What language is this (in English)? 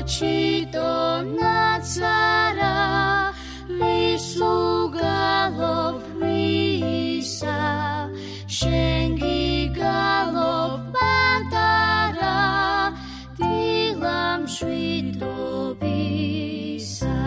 Georgian